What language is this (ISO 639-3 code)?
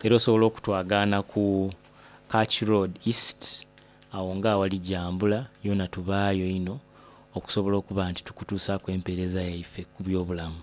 xog